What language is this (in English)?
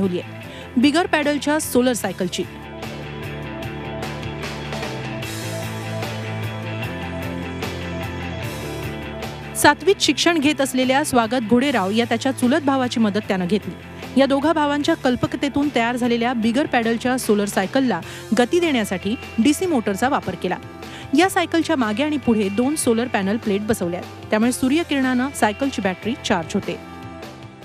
Marathi